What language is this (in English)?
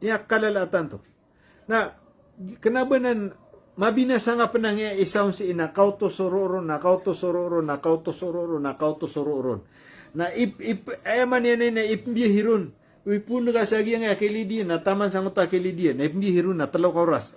Maranao